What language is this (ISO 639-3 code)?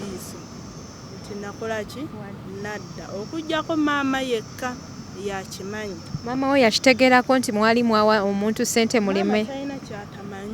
lug